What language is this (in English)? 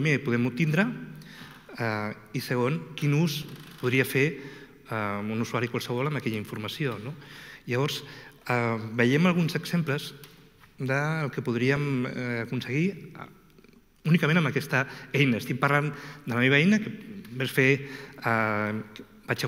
Catalan